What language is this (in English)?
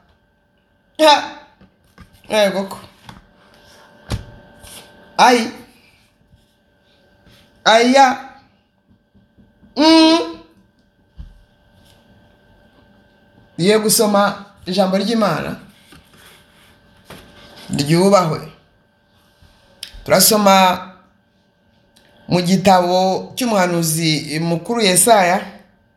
Kinyarwanda